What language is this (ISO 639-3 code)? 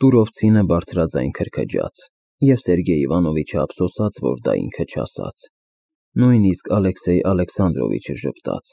hye